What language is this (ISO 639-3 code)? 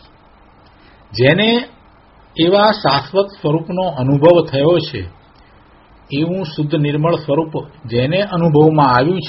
guj